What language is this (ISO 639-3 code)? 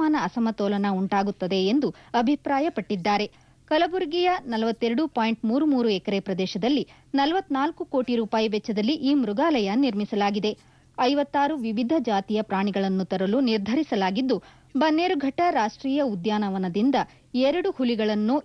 kan